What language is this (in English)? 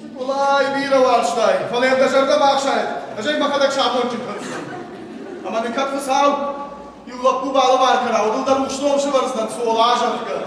Ossetic